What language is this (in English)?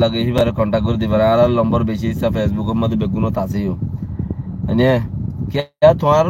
Rohingya